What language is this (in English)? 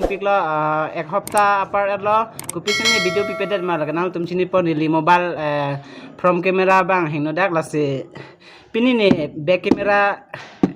Karbi